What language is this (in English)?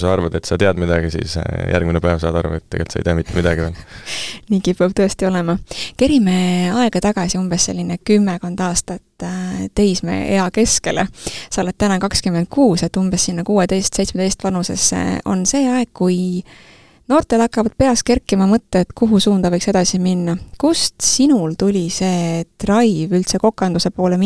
Estonian